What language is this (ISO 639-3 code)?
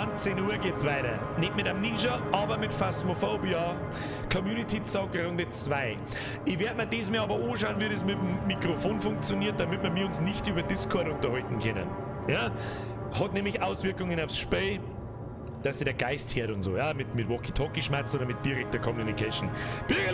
bar